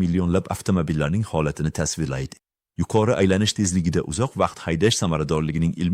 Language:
Uzbek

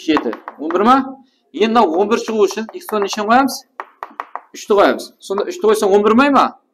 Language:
Kara-Kalpak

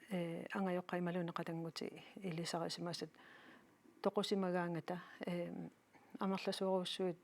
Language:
Kalaallisut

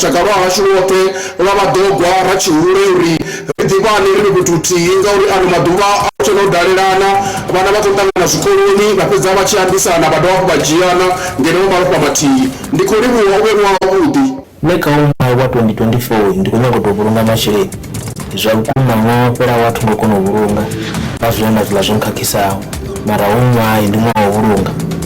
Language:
Venda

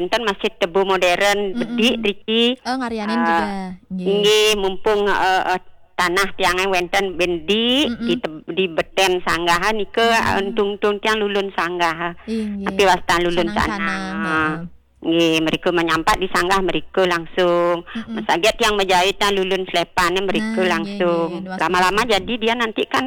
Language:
Balinese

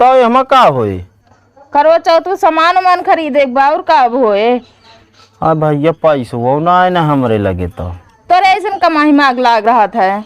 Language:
Awadhi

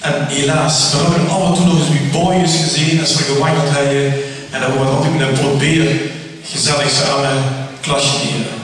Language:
Limburgish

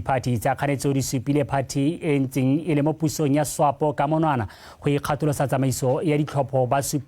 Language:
Tswana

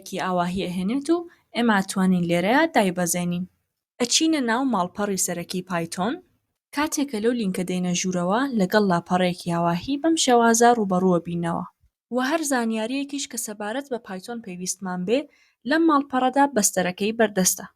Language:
Central Kurdish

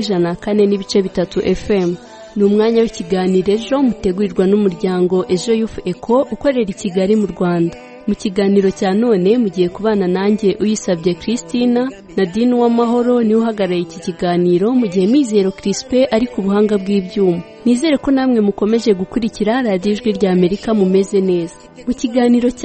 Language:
Kinyarwanda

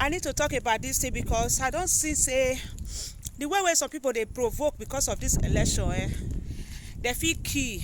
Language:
Nigerian Pidgin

